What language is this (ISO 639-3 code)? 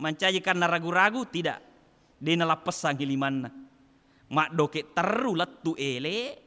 bug